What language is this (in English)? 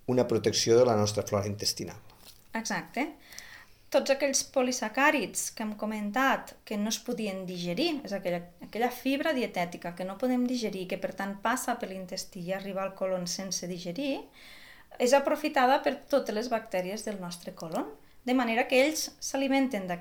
Catalan